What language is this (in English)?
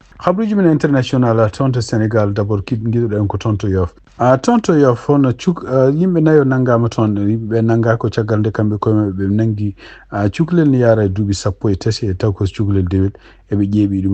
Fula